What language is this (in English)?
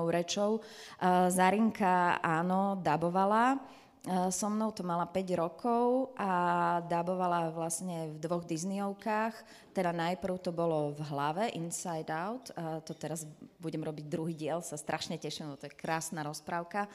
Slovak